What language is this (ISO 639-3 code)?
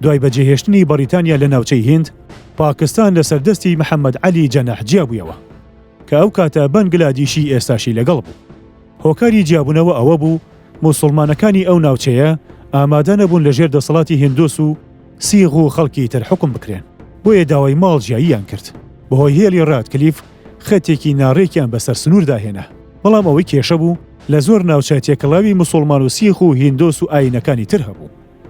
ckb